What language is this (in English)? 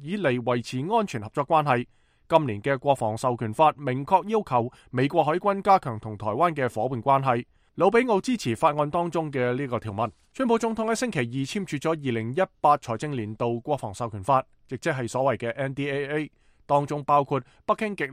Cantonese